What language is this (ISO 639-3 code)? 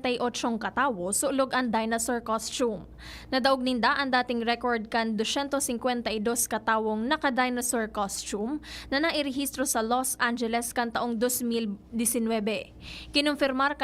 bik